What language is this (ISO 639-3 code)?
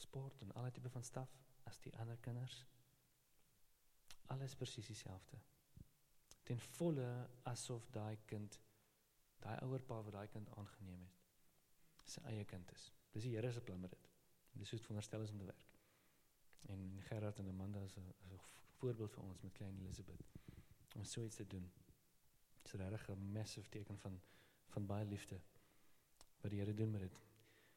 afr